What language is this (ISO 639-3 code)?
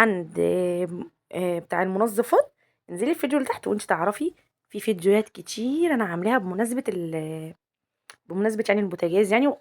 arz